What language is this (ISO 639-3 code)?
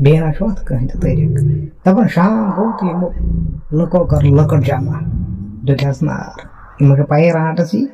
kas